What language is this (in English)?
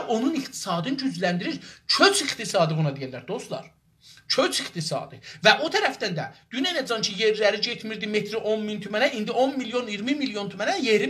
South Azerbaijani